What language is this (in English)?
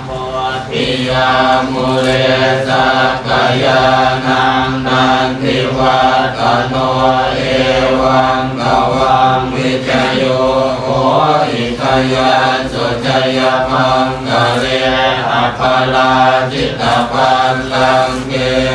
Pali